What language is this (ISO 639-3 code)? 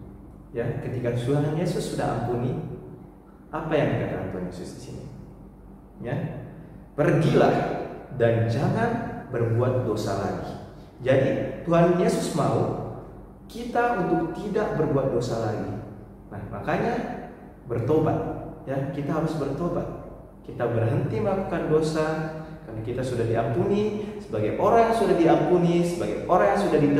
ind